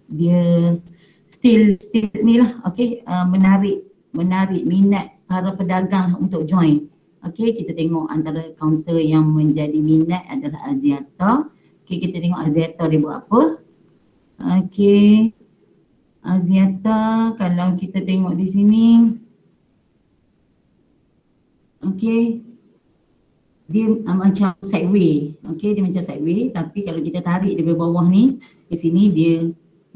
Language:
Malay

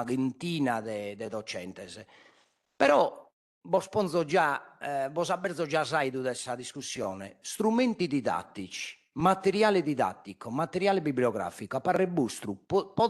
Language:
Sardinian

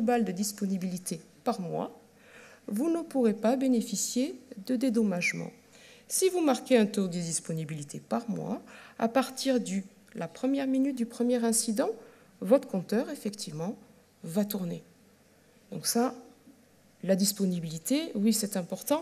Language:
French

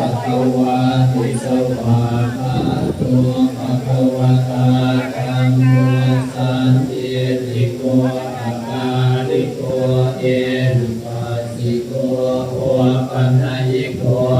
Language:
Pali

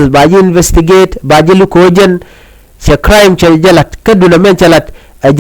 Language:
Nuer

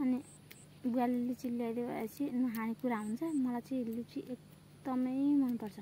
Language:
Nepali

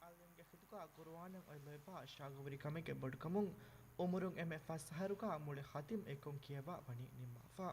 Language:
Divehi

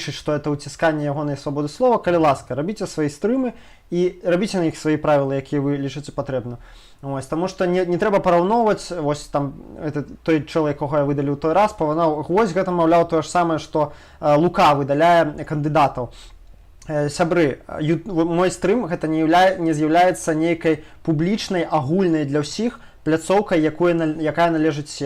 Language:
Belarusian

